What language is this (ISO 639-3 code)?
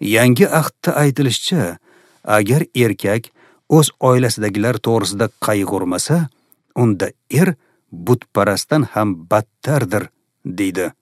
uzb